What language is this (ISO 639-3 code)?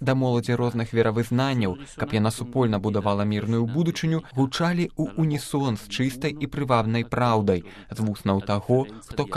bel